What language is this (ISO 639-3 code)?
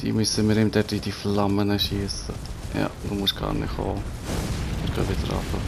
gsw